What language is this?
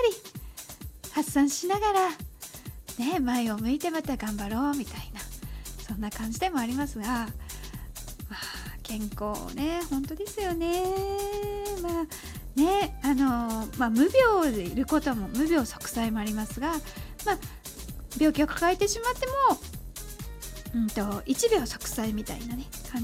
Japanese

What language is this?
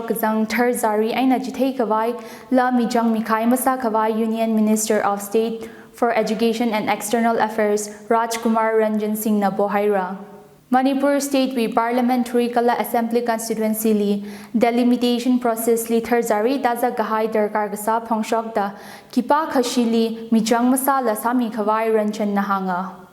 Tangkhul Naga (India)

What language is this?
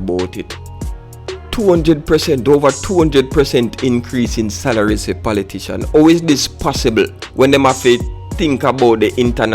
Jamaican Creole English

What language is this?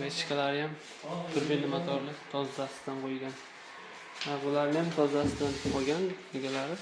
Uzbek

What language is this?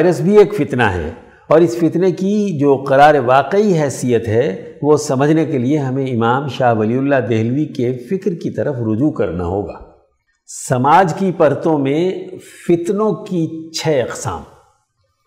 Urdu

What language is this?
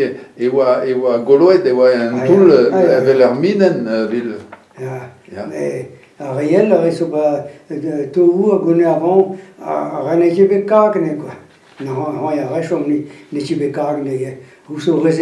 Breton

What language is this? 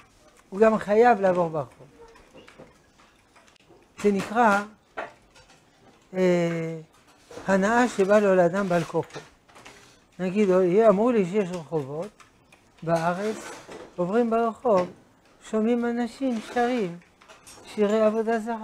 Hebrew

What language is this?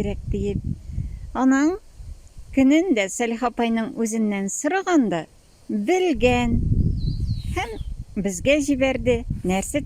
Tatar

